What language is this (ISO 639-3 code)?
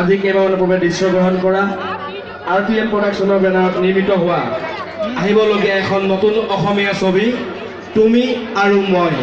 asm